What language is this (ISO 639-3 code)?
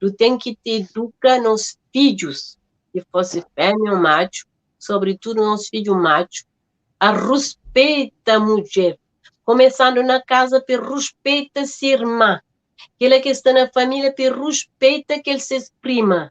kea